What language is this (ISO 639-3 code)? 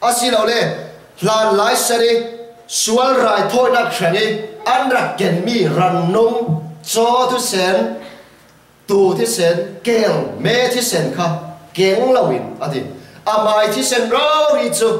cfm